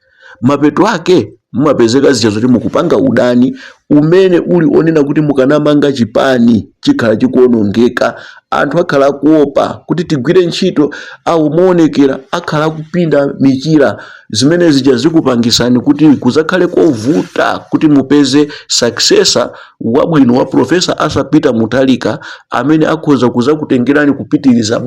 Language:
Nyanja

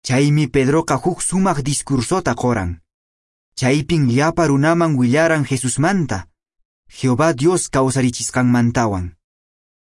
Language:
Quechua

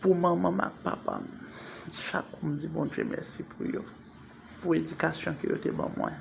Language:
Haitian Creole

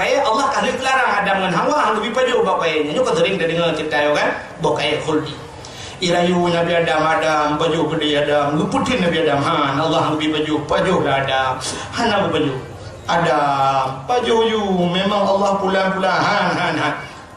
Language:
Achinese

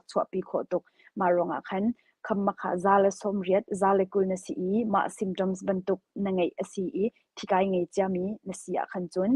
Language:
Hakha Chin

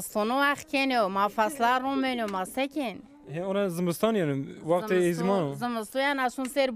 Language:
Zaza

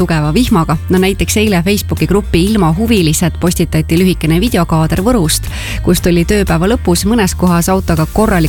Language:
Estonian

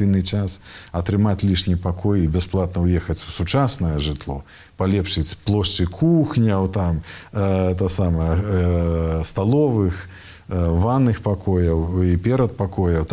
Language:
Belarusian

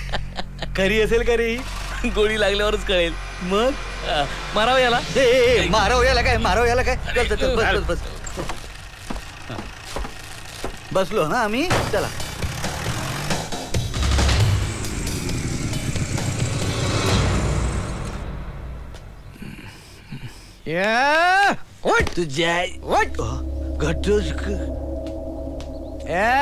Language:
Marathi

